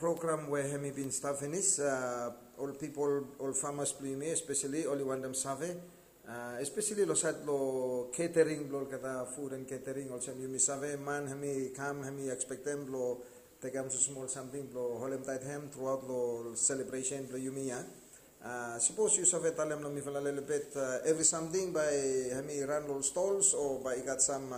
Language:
Bislama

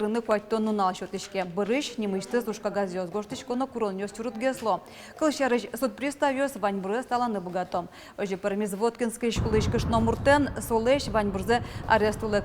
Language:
Udmurt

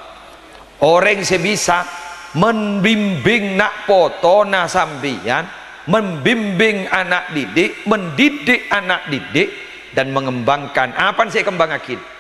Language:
Madurese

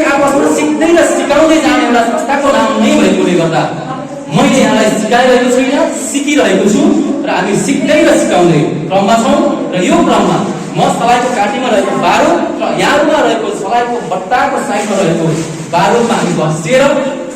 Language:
Nepali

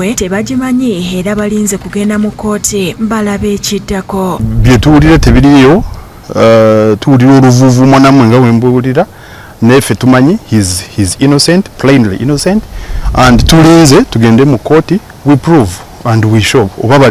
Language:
Ganda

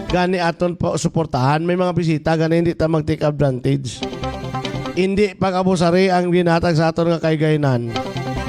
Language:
Hiligaynon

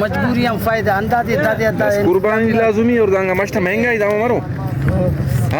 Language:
Brahui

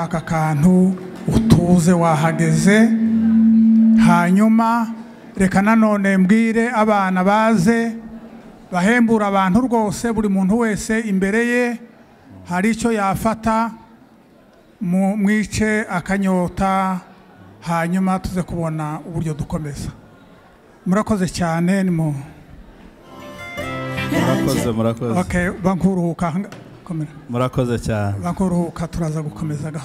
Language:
Kinyarwanda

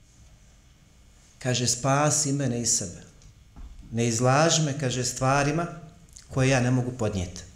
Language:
Bosnian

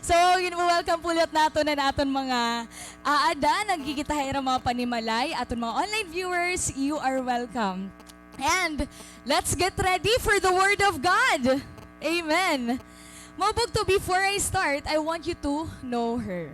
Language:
Waray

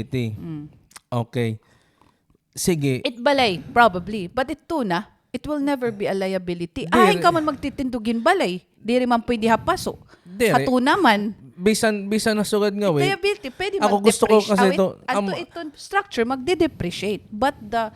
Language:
Waray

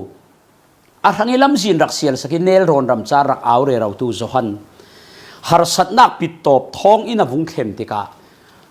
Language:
Falam Chin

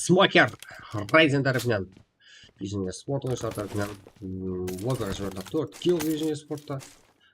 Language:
Kara-Kalpak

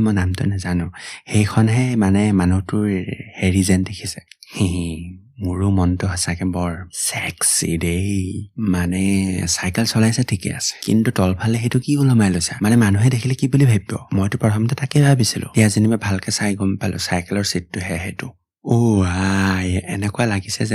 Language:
Assamese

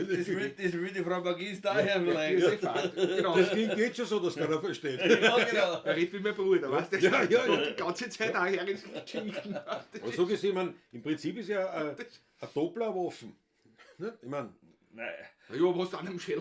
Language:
Bavarian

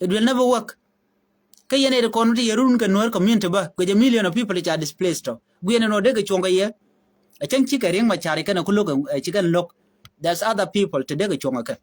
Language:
Nuer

